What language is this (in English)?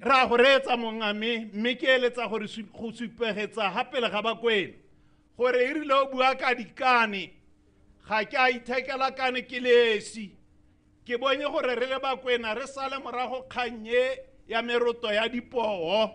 Tswana